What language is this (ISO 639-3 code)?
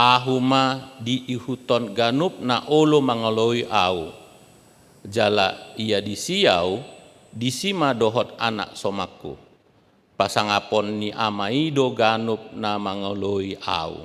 bbc